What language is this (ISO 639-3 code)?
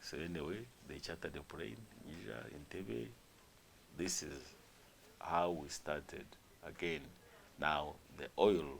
nyn